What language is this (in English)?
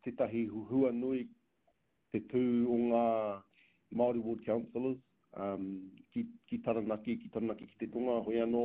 Māori